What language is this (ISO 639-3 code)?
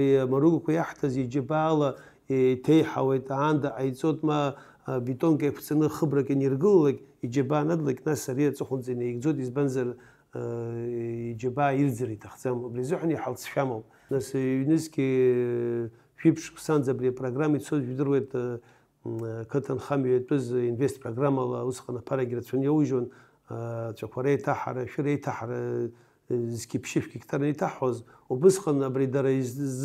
abk